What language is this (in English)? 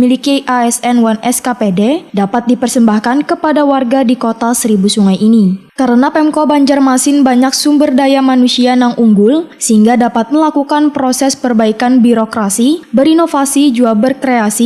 Banjar